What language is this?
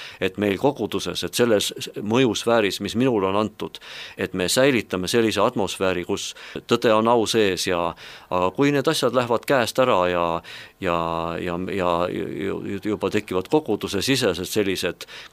Estonian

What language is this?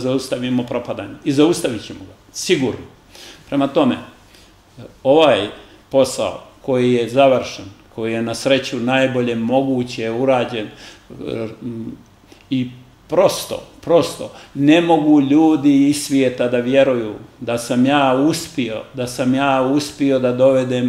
Serbian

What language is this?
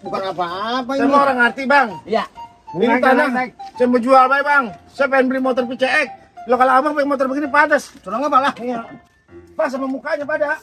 Betawi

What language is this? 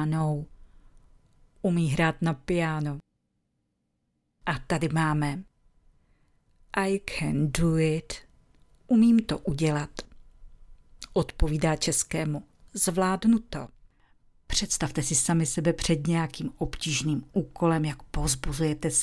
Czech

